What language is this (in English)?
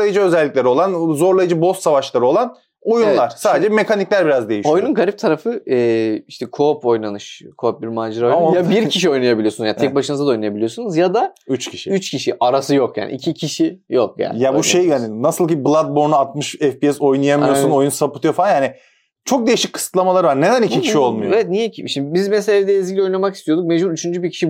Turkish